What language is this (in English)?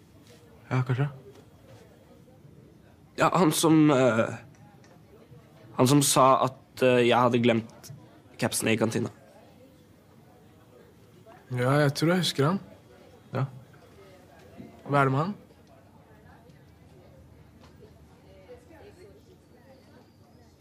Norwegian